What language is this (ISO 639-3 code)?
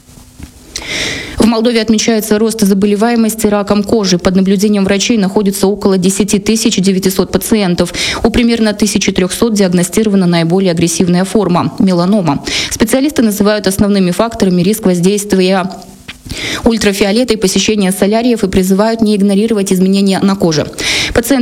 rus